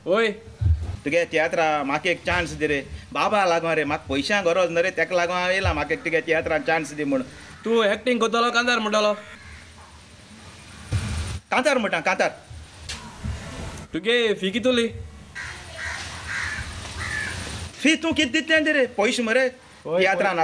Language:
Konkani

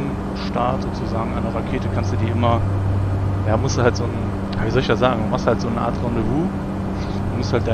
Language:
German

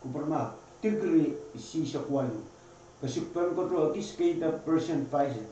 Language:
Pohnpeian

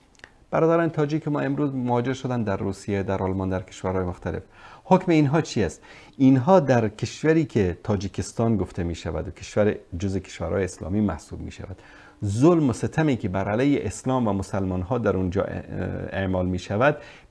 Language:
Persian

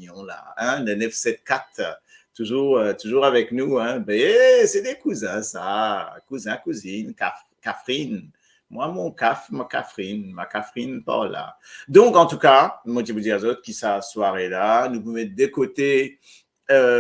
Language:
Morisyen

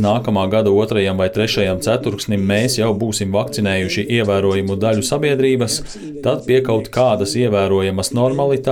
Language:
Latvian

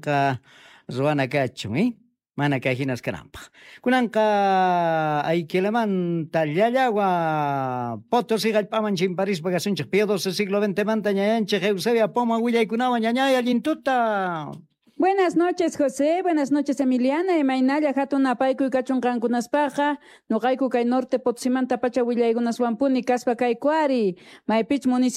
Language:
South Bolivian Quechua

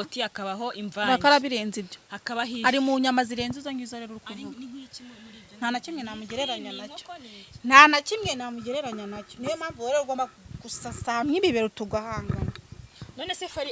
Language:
Kinyarwanda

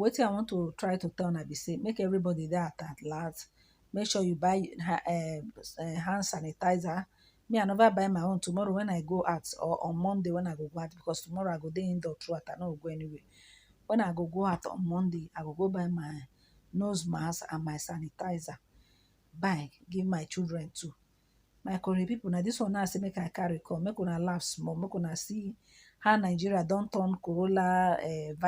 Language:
Nigerian Pidgin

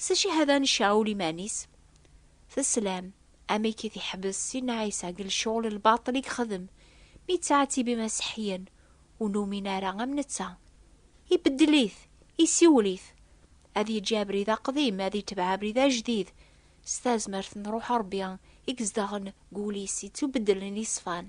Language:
Kabyle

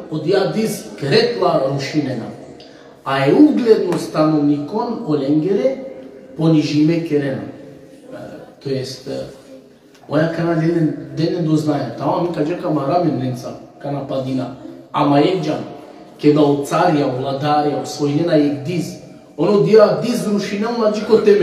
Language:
Balkan Romani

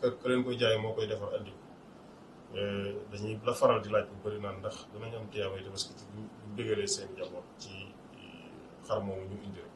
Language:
Wolof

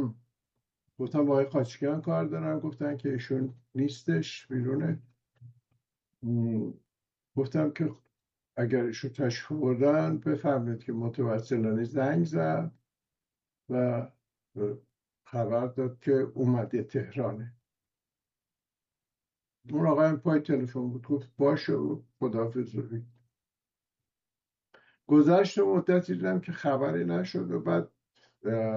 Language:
Persian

